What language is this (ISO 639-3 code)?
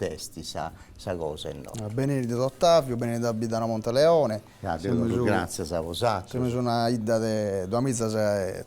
srd